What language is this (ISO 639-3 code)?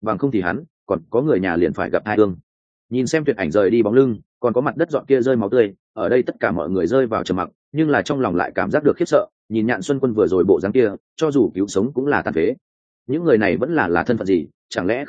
vie